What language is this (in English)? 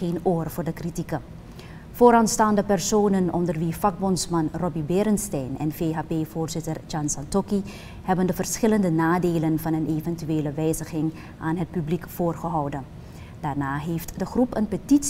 Dutch